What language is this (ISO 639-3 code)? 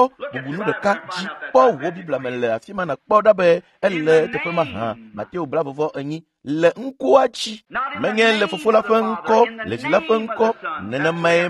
ewe